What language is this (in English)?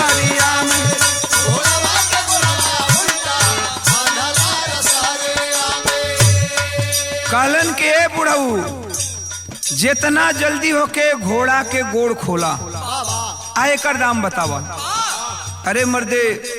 Bhojpuri